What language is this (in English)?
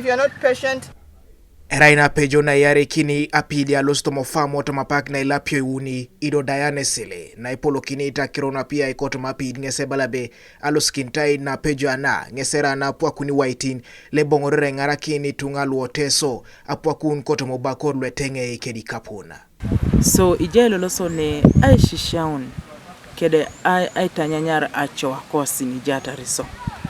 Teso